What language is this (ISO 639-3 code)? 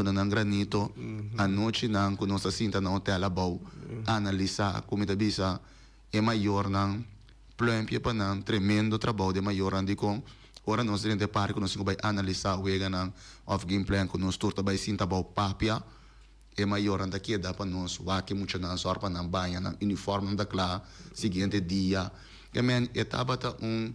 pap